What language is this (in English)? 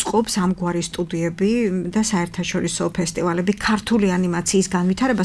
Georgian